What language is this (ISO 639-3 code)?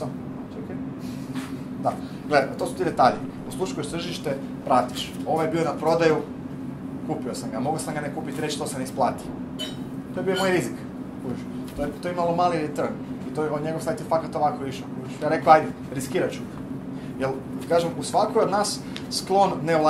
hrv